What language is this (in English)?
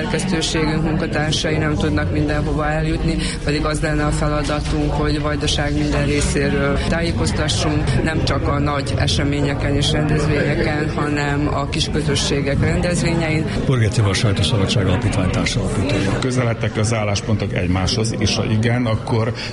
Hungarian